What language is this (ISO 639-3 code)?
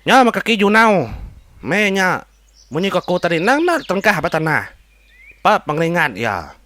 iba